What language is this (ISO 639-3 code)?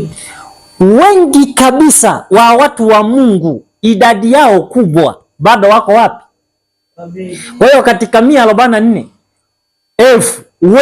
swa